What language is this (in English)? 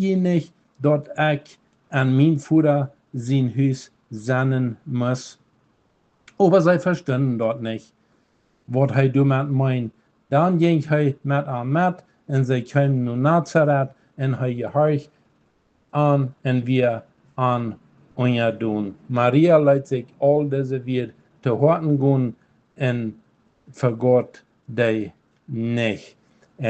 Plautdietsch